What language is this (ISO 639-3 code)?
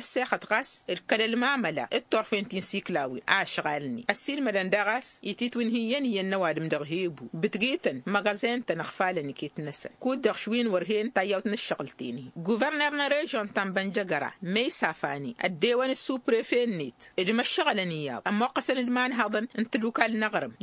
taq